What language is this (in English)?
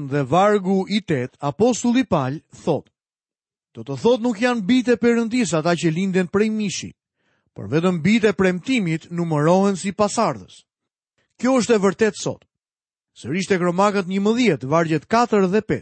Albanian